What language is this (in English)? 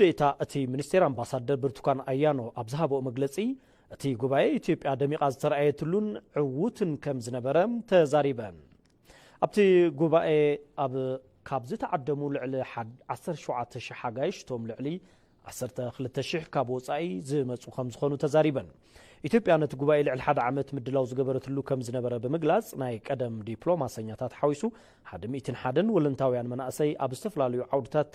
Tigrinya